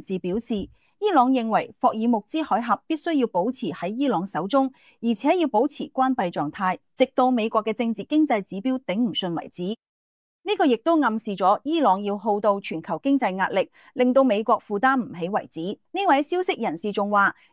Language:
Cantonese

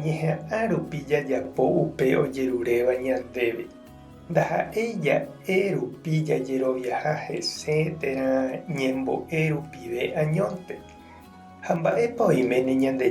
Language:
Guarani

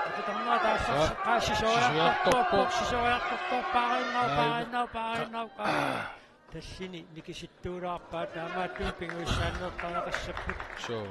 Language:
Kalaallisut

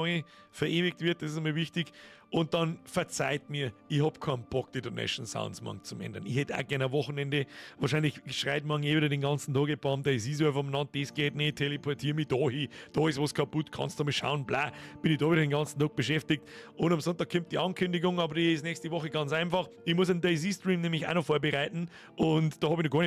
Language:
Bavarian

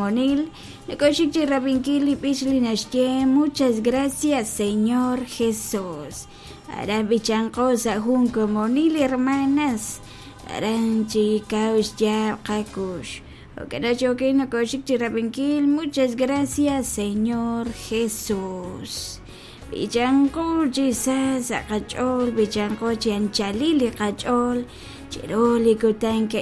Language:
Kekchí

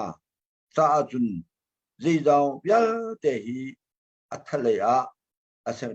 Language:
Hakha Chin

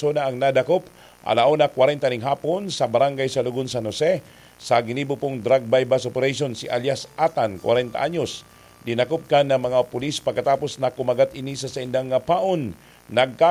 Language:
Bikol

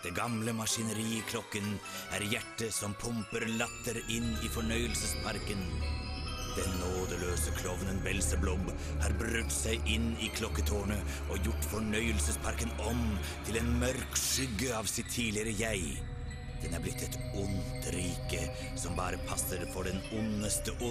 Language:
Norwegian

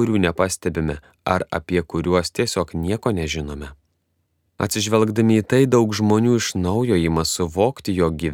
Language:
Lithuanian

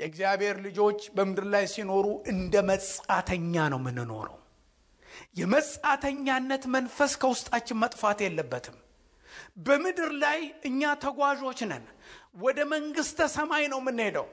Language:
Amharic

